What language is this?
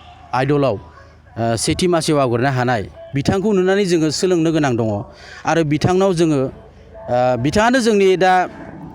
Bodo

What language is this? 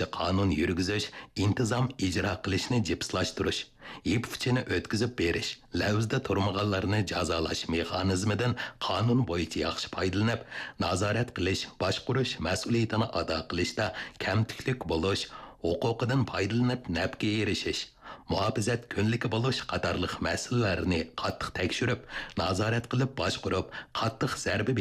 Uyghur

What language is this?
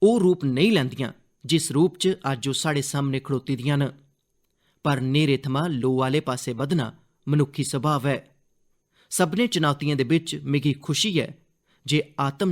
Dogri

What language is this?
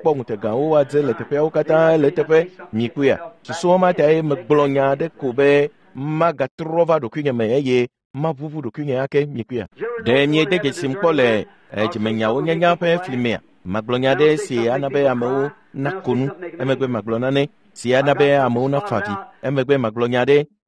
Ewe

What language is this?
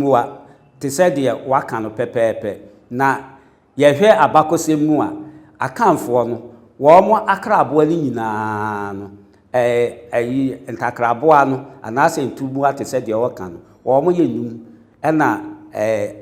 Akan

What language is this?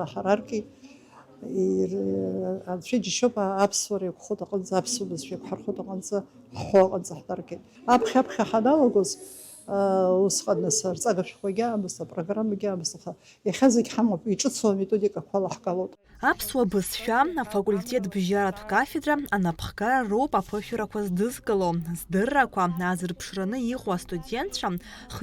Abkhazian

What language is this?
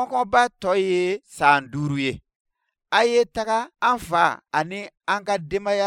Bambara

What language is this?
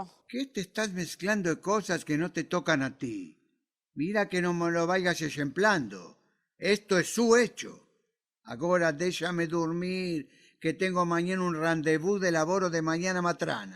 Ladino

